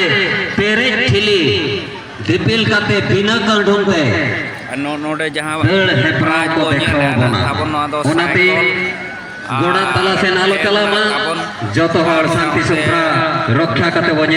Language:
Santali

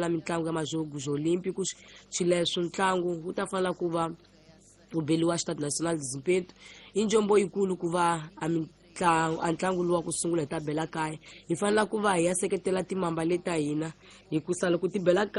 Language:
Tsonga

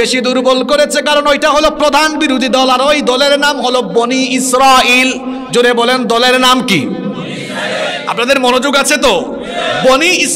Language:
Bangla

